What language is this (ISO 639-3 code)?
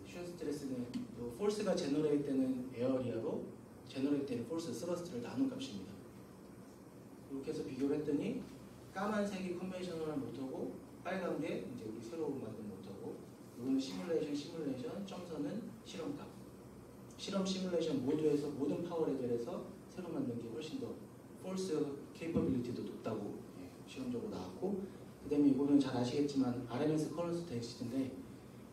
kor